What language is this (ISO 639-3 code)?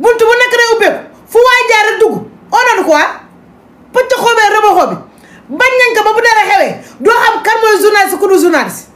wol